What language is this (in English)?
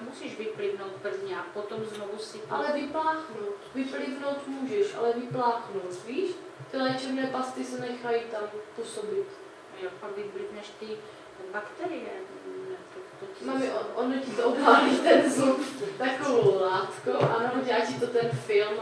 Czech